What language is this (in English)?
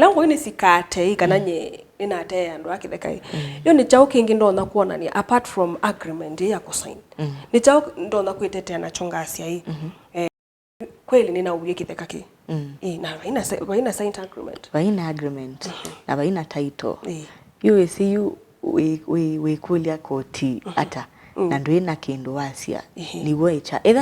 Kamba